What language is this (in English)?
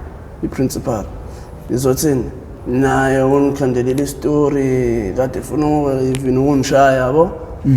Zulu